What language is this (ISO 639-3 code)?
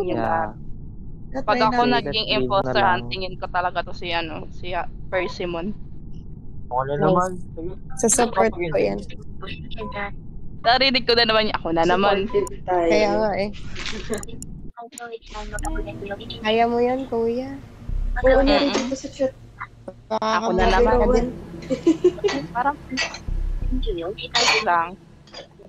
fil